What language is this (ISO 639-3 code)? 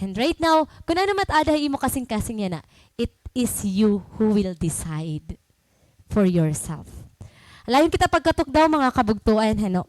war